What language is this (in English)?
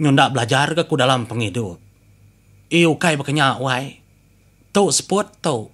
Iban